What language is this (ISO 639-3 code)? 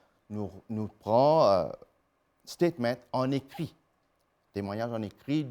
mfe